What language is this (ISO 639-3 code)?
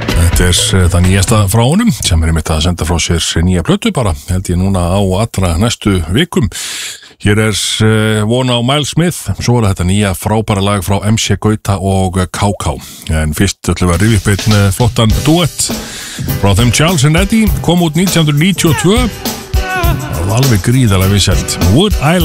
isl